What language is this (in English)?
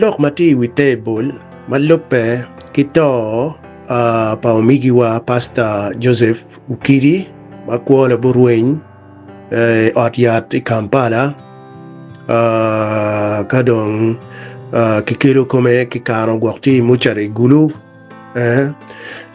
Acoli